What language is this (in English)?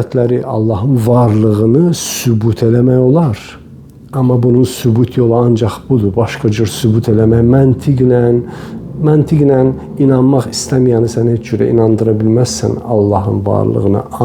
Azerbaijani